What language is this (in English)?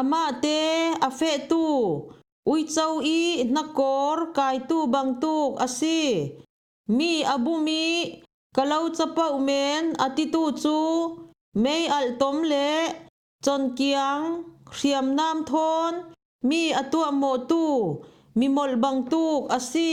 Falam Chin